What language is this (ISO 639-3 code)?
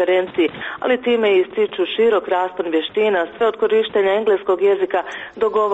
hrv